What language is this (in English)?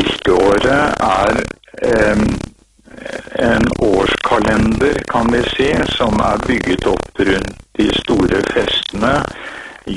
Norwegian